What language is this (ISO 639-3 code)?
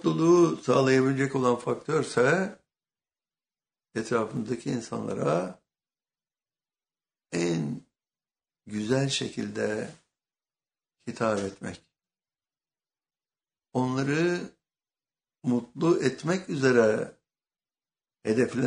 tur